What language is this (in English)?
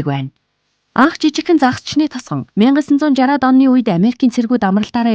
Mongolian